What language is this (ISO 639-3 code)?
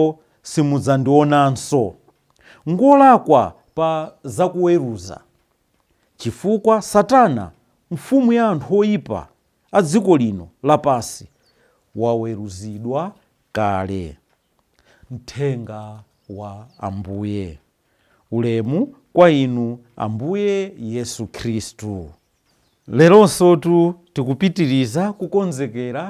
nya